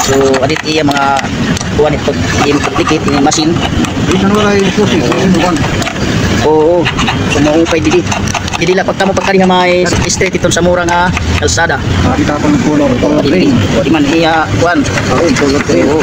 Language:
Waray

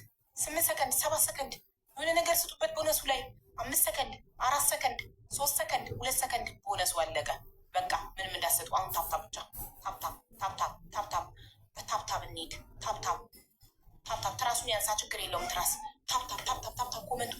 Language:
Amharic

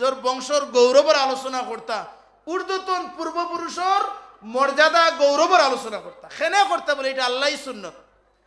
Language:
Sylheti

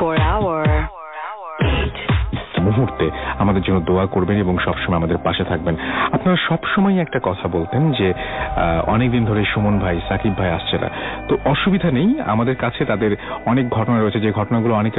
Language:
Bangla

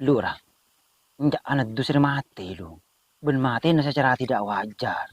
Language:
Madurese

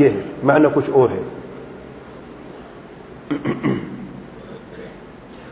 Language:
Urdu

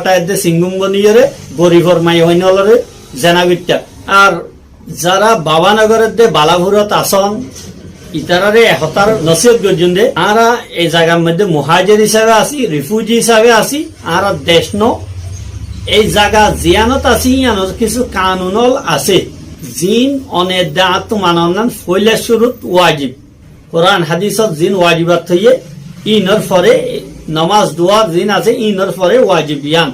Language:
Rohingya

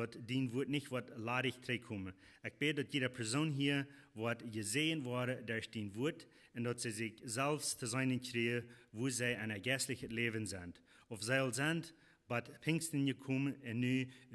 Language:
Plautdietsch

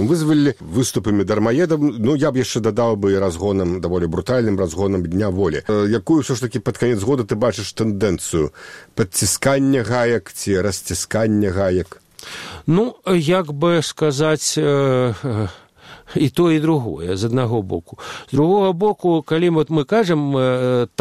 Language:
Belarusian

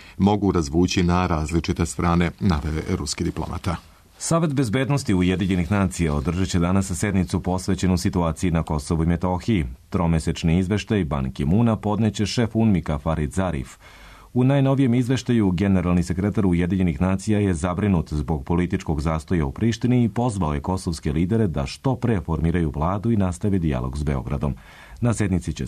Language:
Serbian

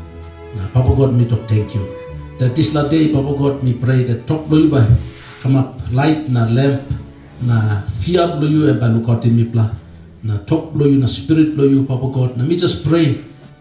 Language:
Tok Pisin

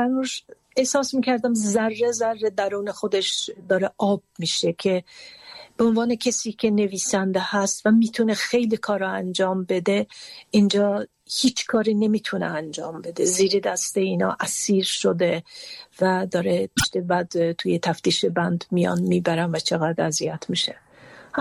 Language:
Persian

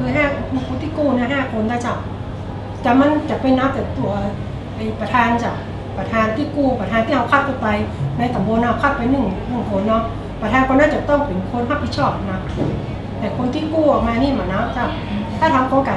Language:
Thai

